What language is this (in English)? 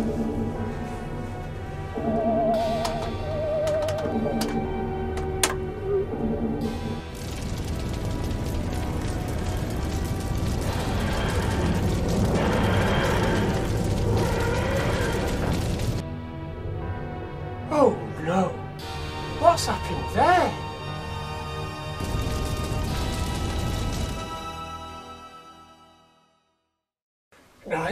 English